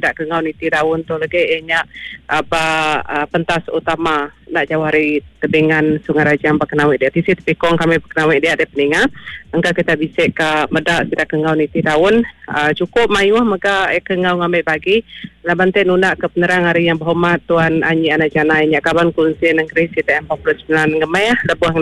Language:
Iban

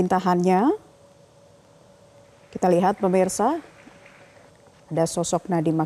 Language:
Indonesian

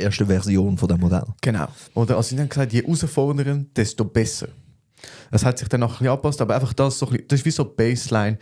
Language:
Swiss German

